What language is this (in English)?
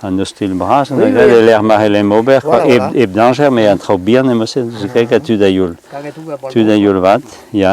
Breton